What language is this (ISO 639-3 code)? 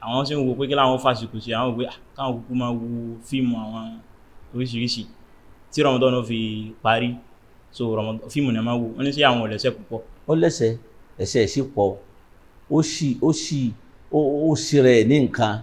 yor